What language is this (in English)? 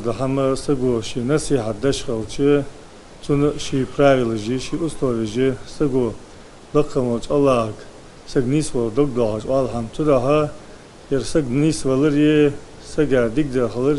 Ingush